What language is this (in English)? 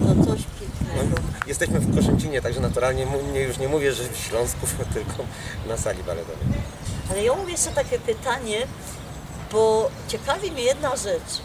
Silesian